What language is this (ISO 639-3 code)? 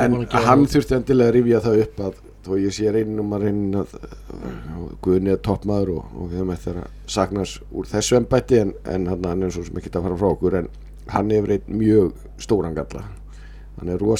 isl